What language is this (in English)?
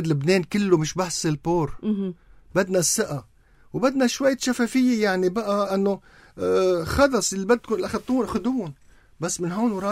North Levantine Arabic